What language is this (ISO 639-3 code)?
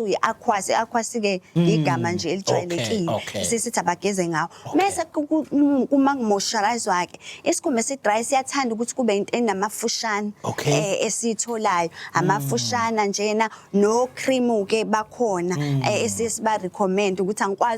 zul